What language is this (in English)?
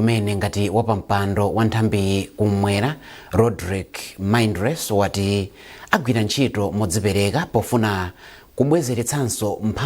Nyanja